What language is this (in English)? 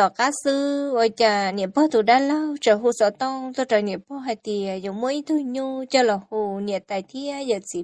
Hmong